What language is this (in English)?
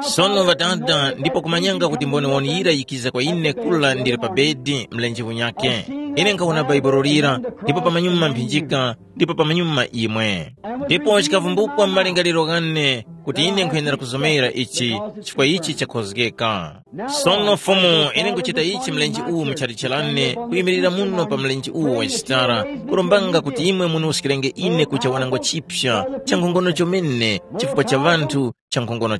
Tumbuka